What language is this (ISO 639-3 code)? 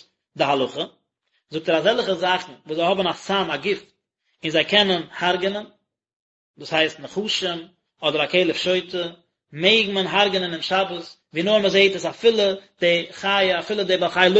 yid